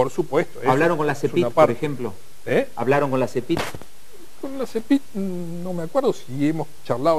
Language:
Spanish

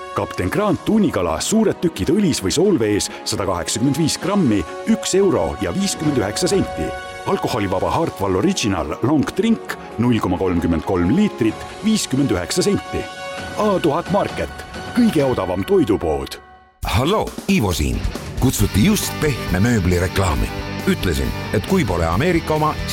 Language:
Estonian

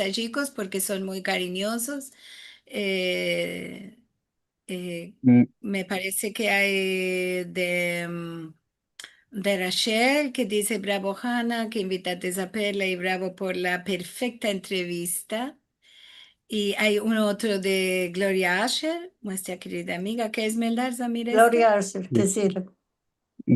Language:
Ladino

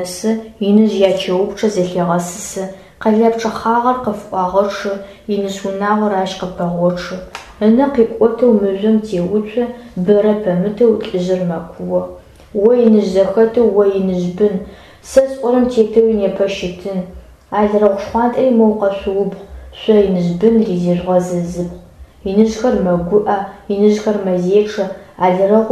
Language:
Adyghe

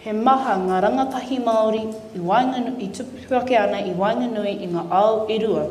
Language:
Māori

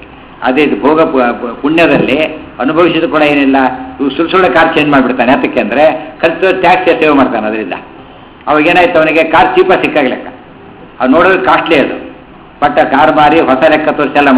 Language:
Kannada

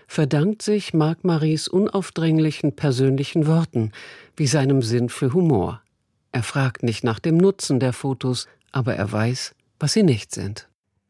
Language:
German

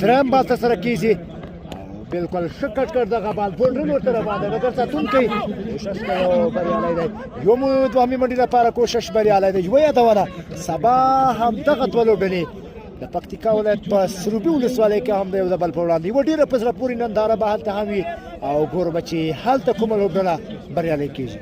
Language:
Pashto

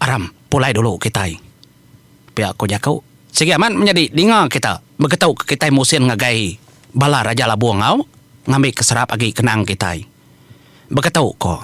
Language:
Iban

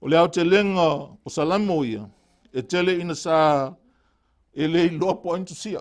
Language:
Samoan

